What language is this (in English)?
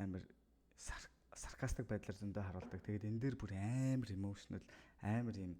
Mongolian